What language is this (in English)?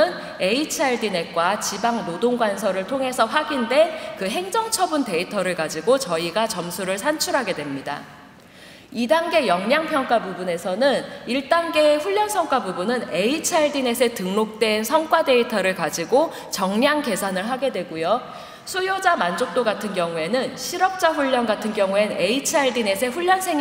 Korean